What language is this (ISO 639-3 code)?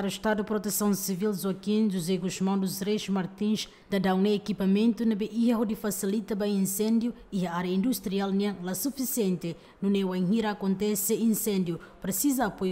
tet